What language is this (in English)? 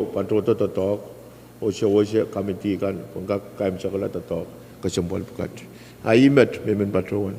Pohnpeian